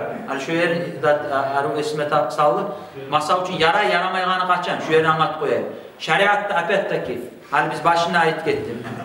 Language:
Kumyk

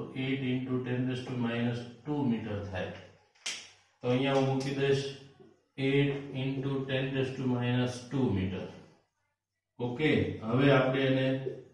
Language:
Gujarati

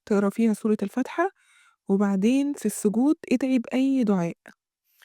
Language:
Egyptian Arabic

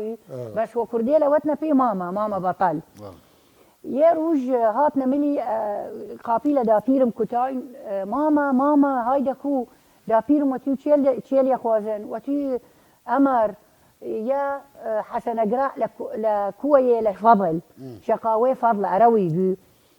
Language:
Southern Kurdish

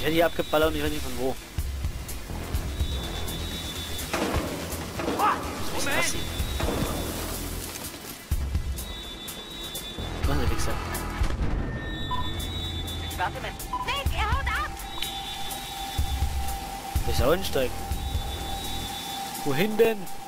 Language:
German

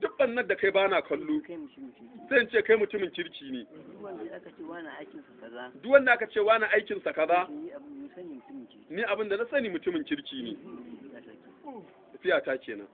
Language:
Hausa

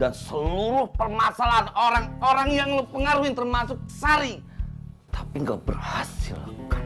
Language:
Betawi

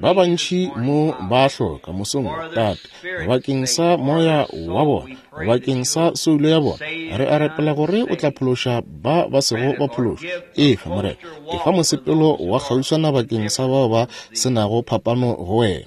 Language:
Northern Sotho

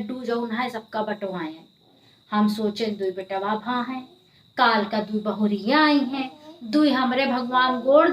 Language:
Awadhi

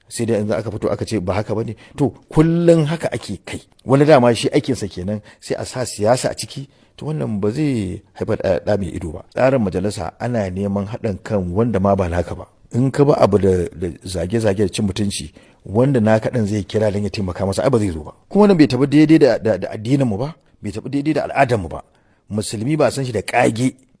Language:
Hausa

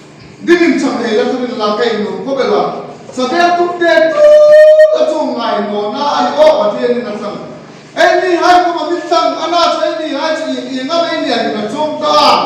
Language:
Hmar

